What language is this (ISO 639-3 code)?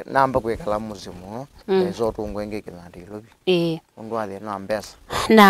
kam